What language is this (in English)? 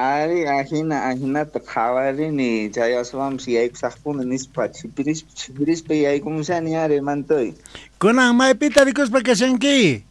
South Bolivian Quechua